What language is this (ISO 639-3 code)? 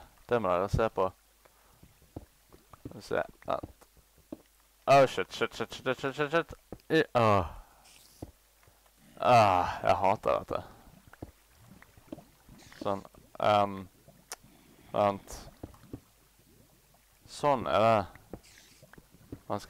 nor